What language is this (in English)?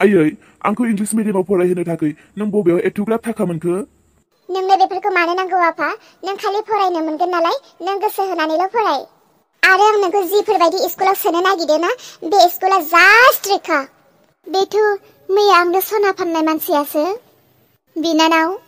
Bodo